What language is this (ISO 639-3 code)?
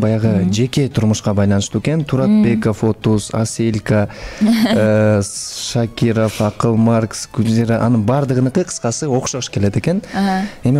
kir